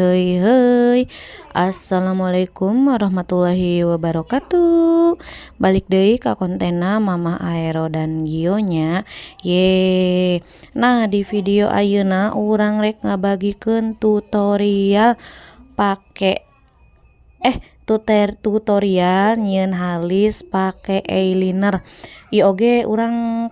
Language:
Sundanese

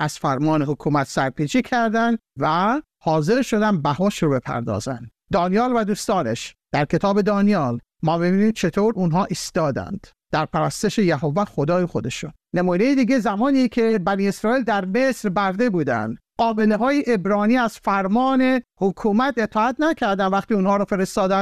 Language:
Persian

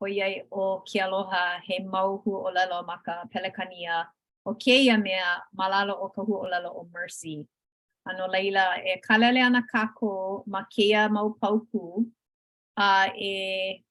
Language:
Hawaiian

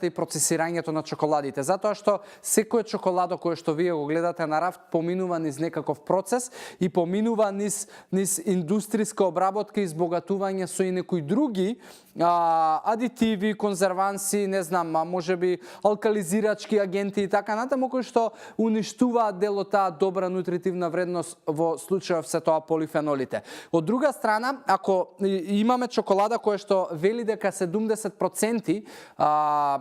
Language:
Macedonian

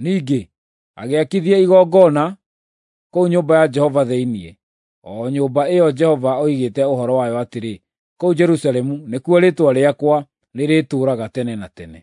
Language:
Kikuyu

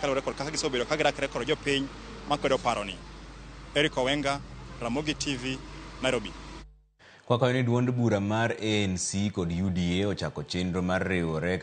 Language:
Luo (Kenya and Tanzania)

